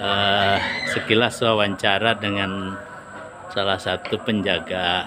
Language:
Banjar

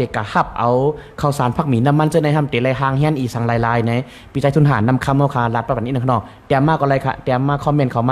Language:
Shan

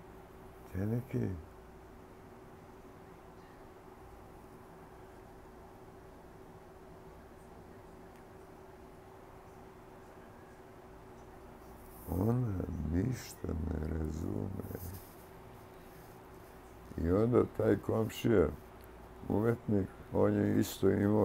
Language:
Serbian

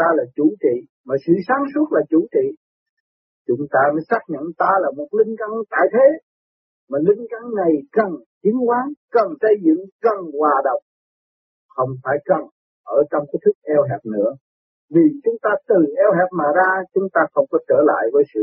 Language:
Vietnamese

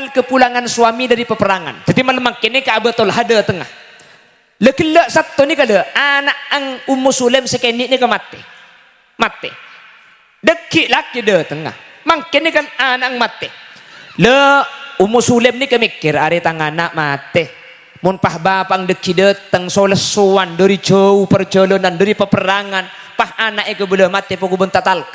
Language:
Madurese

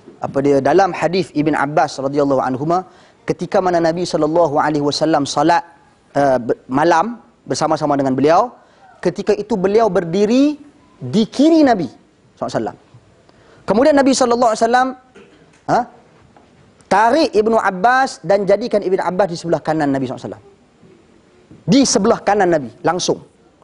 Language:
Malay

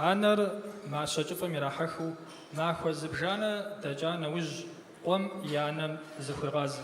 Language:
Kabardian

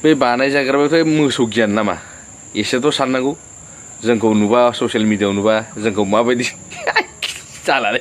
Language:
Bodo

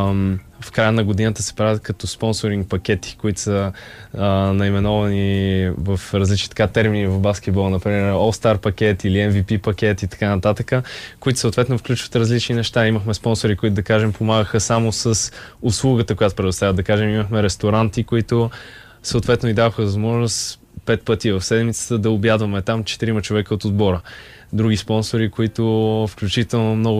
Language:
Bulgarian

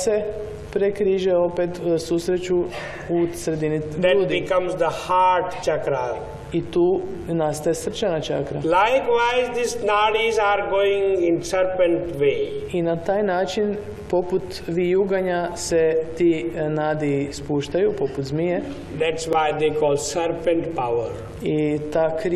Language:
Croatian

